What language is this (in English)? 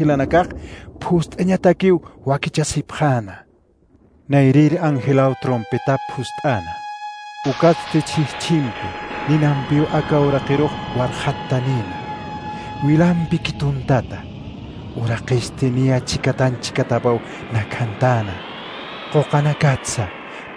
Aymara